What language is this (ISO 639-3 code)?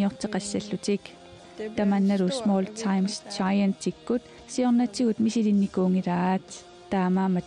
kal